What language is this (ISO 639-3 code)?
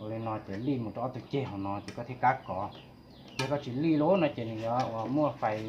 hmn